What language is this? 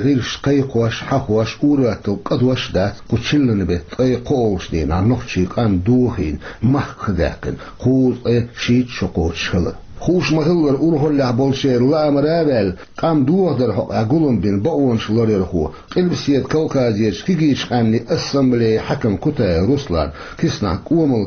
Chechen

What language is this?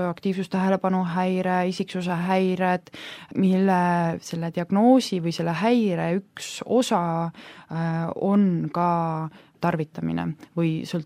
Estonian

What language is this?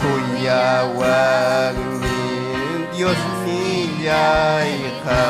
Ayacucho Quechua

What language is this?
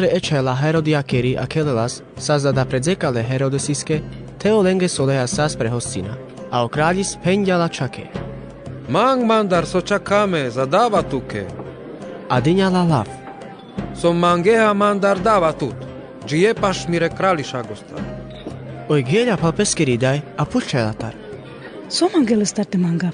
Carpathian Romani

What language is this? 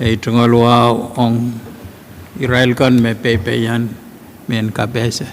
Pohnpeian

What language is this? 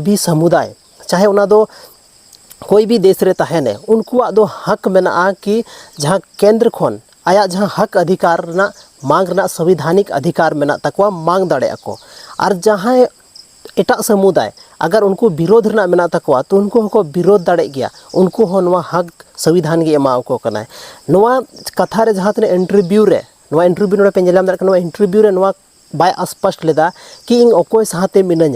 Santali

